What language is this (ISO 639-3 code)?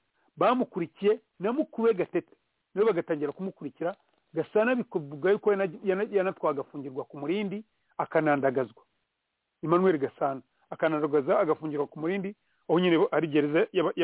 kin